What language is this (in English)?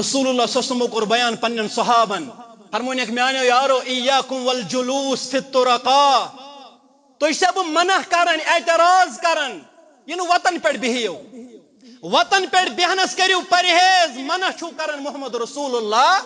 Kashmiri